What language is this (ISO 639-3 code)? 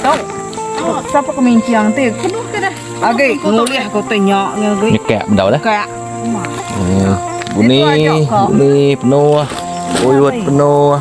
iba